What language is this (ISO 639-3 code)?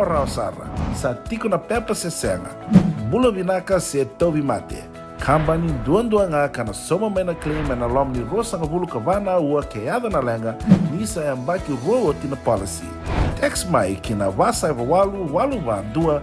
fij